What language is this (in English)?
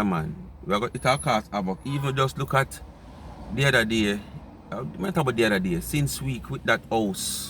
Jamaican Creole English